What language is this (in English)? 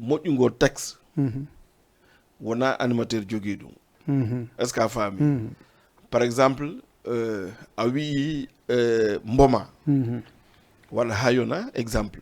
Fula